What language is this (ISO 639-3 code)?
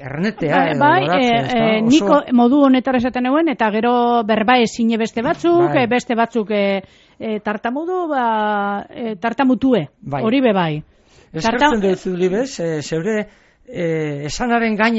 eus